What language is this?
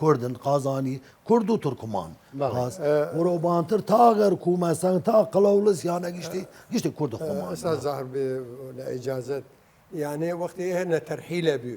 Southern Kurdish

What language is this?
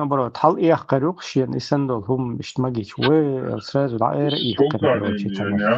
Chechen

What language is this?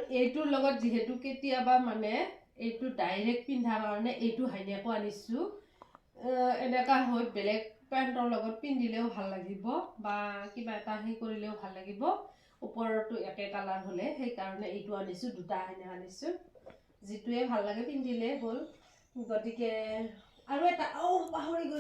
Assamese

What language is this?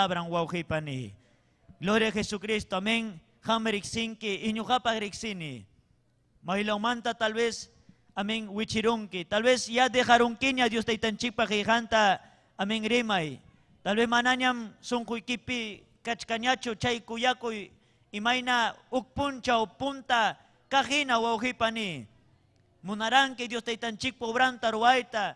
Ayacucho Quechua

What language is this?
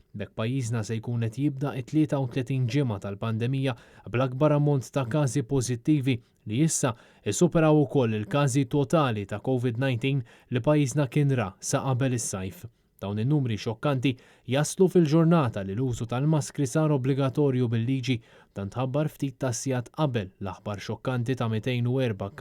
Maltese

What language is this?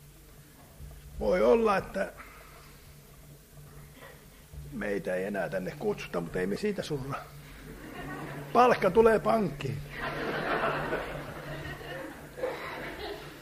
Finnish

